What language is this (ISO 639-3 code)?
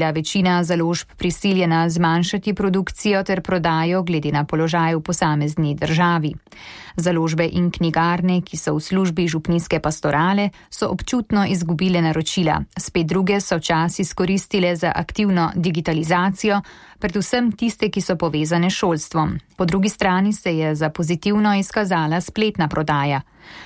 slv